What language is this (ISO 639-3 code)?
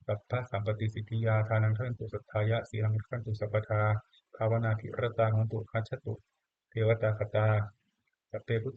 pli